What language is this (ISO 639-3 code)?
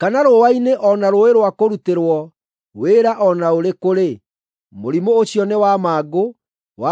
kik